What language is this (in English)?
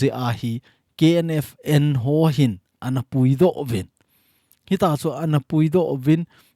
Thado Chin